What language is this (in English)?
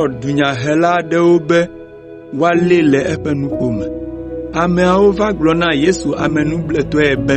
Ewe